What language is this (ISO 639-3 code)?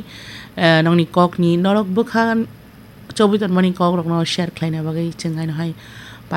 trp